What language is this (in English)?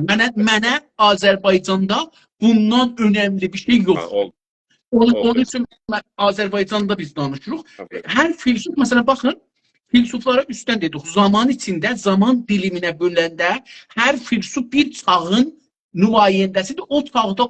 South Azerbaijani